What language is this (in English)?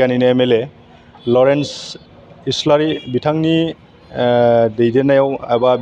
Bodo